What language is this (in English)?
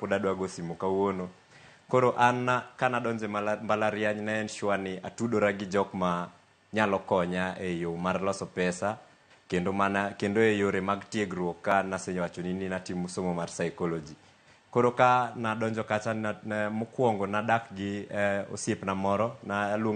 Luo (Kenya and Tanzania)